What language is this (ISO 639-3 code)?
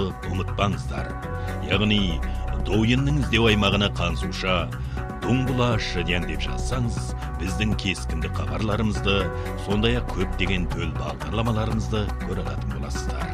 kaz